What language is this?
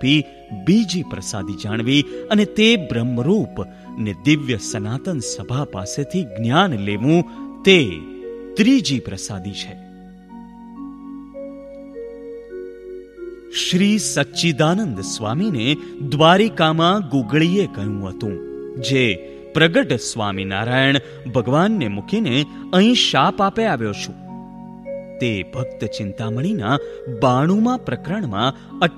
Gujarati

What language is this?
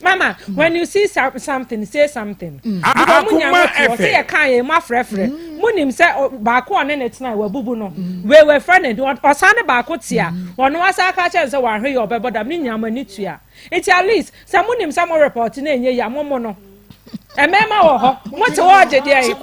Akan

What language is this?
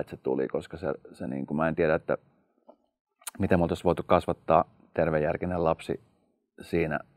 Finnish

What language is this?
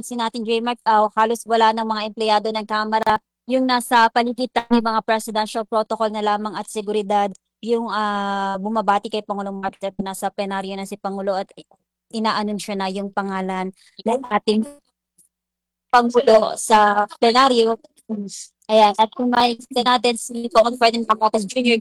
Filipino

